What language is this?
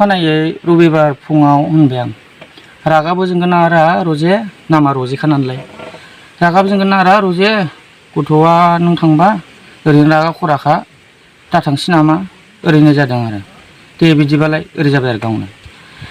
Bodo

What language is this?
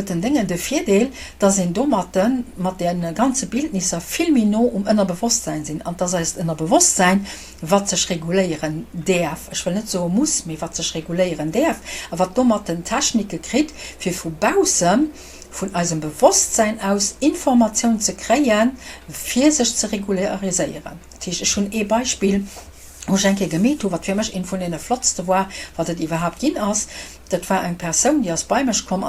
Luxembourgish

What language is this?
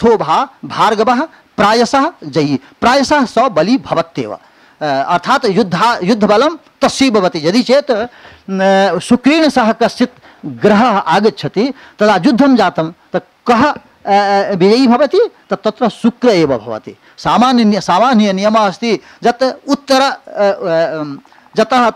Sanskrit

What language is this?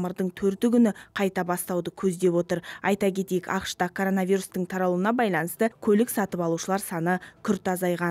Kazakh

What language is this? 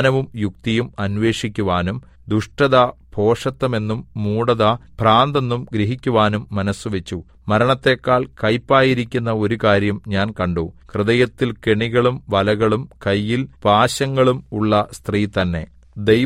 Malayalam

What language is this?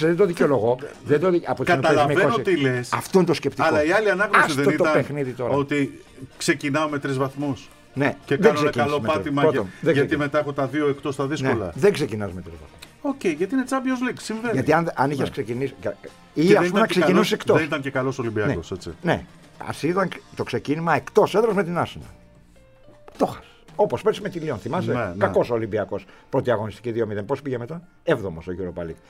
Greek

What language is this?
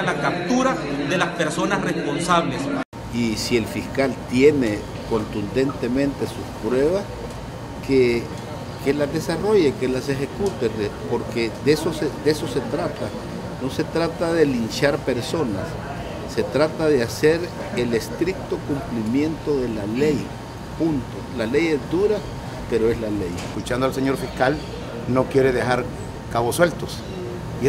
Spanish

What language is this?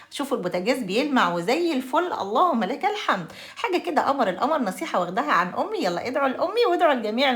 Egyptian Arabic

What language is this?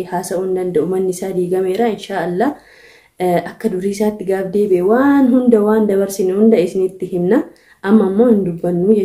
Oromo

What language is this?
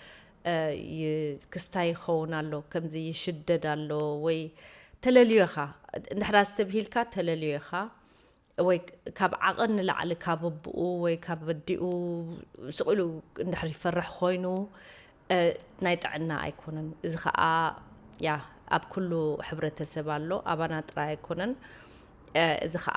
Tigrinya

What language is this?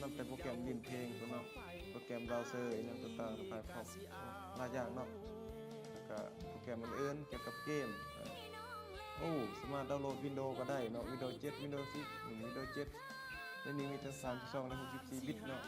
Lao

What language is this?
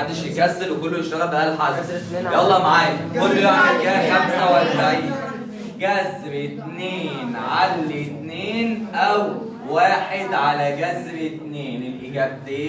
Egyptian Arabic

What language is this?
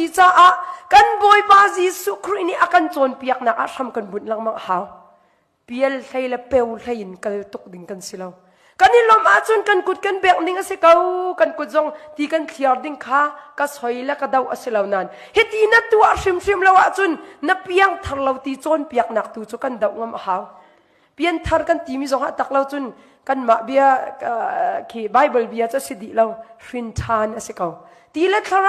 Hakha Chin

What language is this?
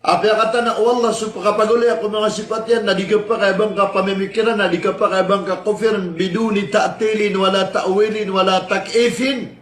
Maranao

